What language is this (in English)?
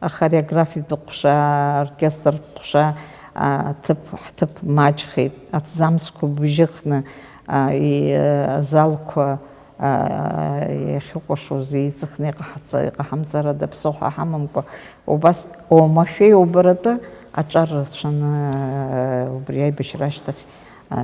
Abkhazian